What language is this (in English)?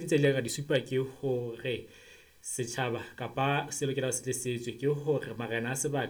Southern Sotho